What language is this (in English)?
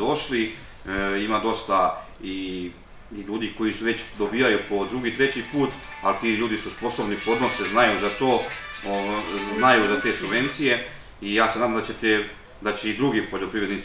Serbian